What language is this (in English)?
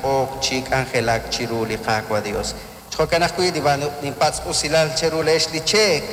Kekchí